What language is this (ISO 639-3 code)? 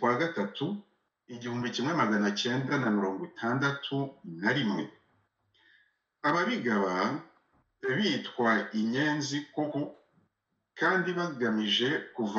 kin